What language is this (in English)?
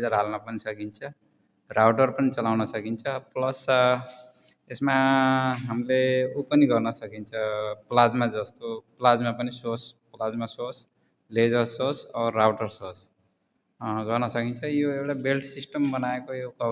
Nepali